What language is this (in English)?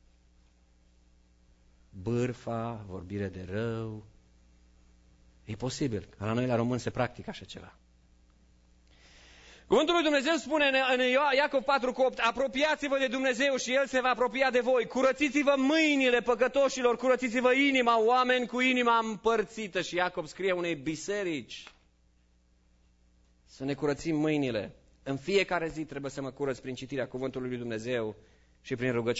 Romanian